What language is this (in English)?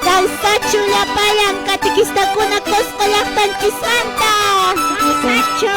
Quechua